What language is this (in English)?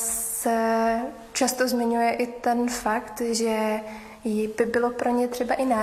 Czech